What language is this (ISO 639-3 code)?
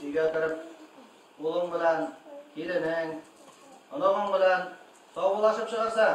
bak